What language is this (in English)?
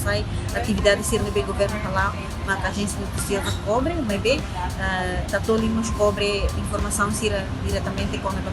Tetum